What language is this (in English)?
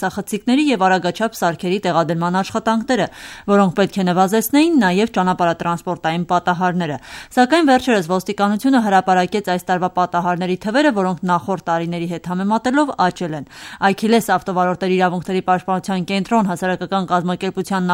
Armenian